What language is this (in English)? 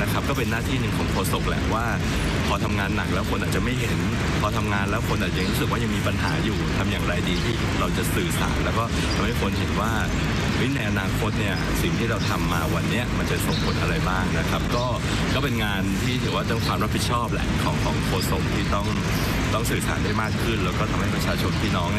Thai